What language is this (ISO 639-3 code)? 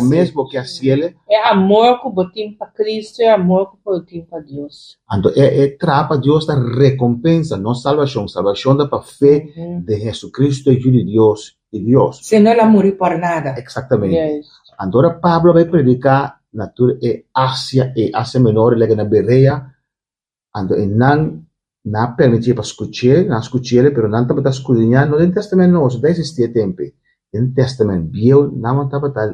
pap